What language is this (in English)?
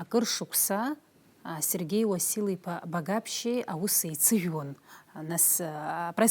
Abkhazian